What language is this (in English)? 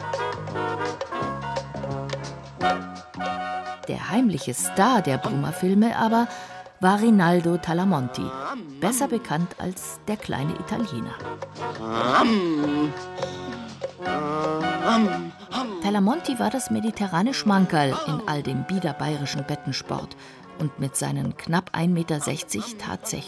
German